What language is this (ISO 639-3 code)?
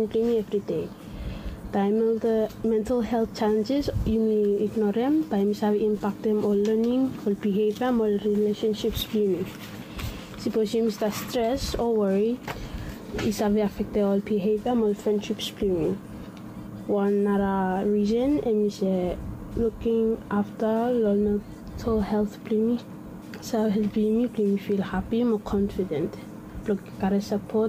bis